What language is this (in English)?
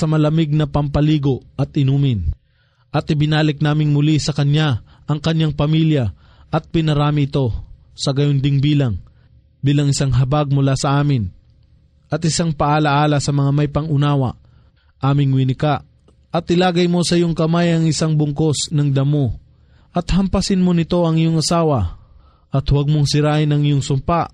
Filipino